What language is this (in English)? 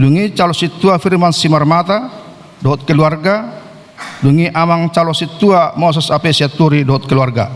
Batak Toba